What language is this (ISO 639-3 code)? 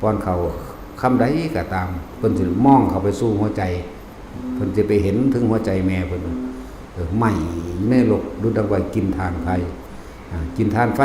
tts